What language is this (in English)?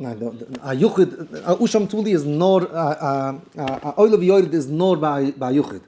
Yiddish